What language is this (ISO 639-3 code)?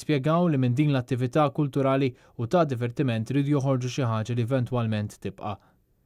mlt